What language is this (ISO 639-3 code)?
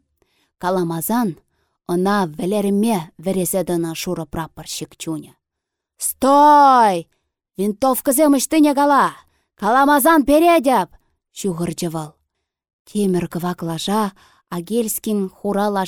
chv